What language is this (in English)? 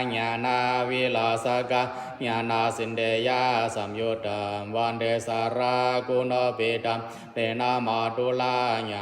Pali